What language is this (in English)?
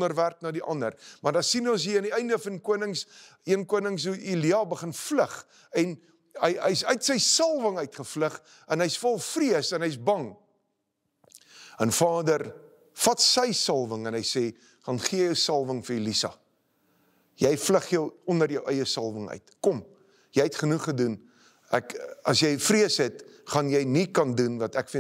Afrikaans